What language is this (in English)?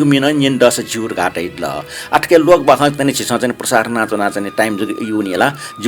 Newari